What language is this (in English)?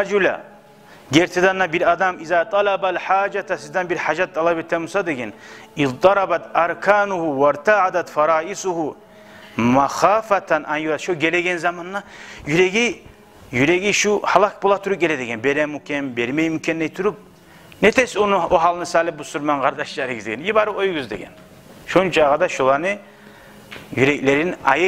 Kumyk